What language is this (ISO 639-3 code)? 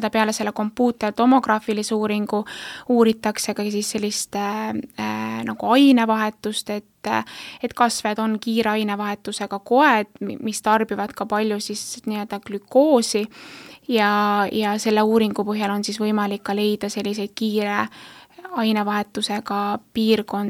est